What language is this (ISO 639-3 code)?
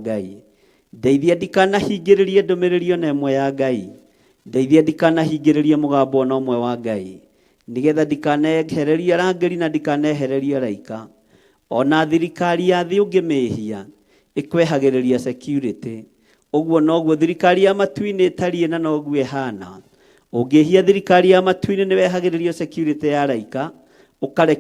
kik